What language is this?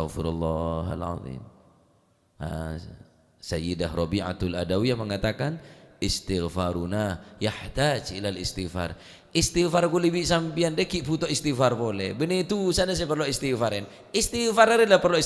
Madurese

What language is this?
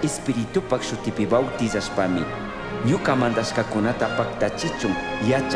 Chimborazo Highland Quichua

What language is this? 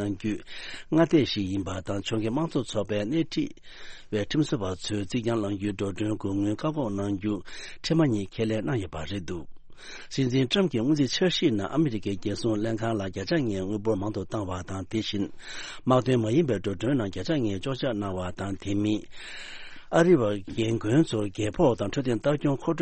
Tibetan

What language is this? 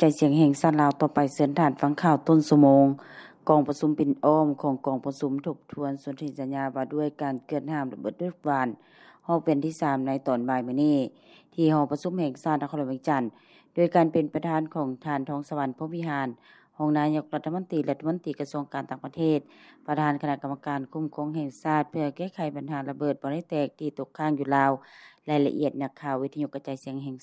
Lao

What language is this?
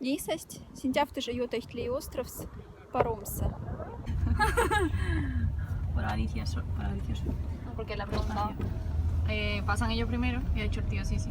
Moksha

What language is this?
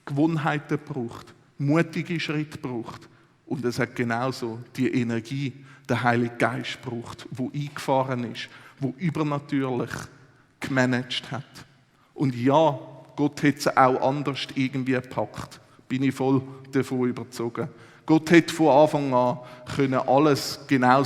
Swiss German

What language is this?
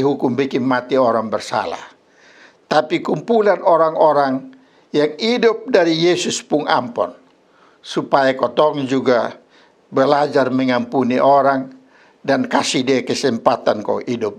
Kupang Malay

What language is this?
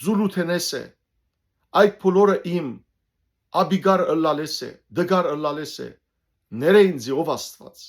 Western Armenian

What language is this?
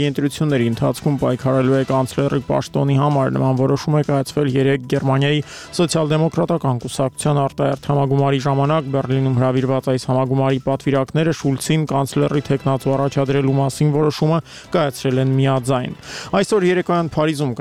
Armenian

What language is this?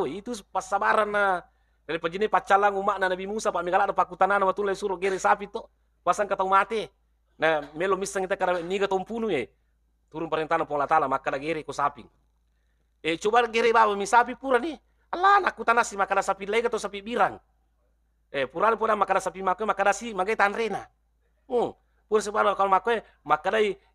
Buginese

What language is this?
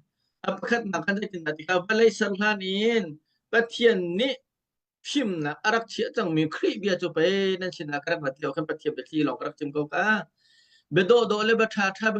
Hakha Chin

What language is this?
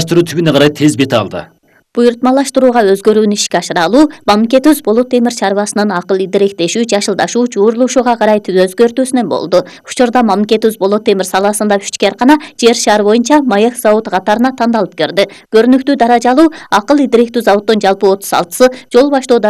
Kyrgyz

